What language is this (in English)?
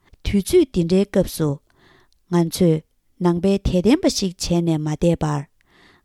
Tibetan